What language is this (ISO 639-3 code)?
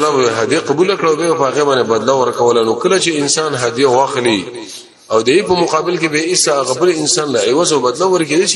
pus